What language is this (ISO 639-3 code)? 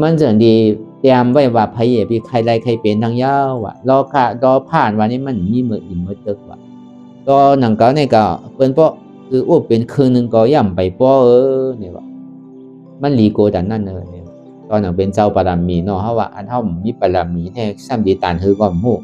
shn